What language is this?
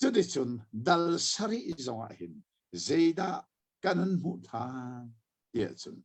Hakha Chin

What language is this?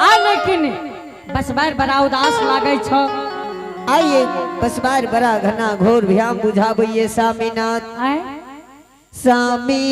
Angika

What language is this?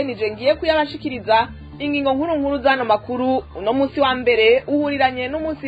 Rundi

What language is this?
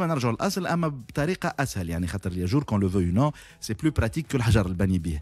Tunisian Arabic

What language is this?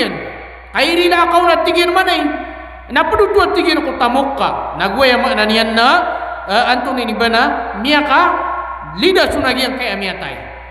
Maranao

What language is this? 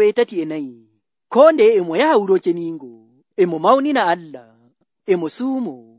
Nigerian Fulfulde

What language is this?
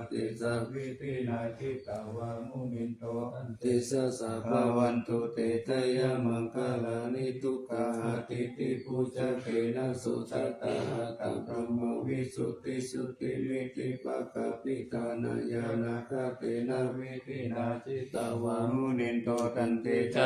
Pali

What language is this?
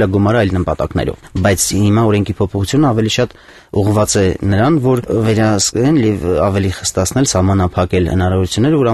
Armenian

